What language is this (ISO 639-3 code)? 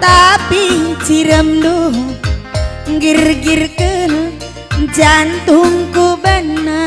btx